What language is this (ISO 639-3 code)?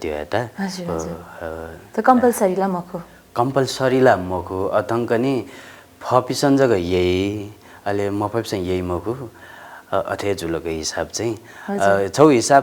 new